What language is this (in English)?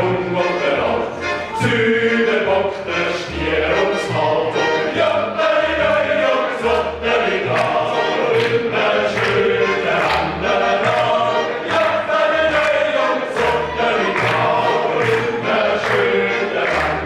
Swiss German